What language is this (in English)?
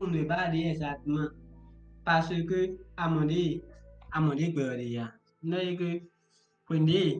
Fon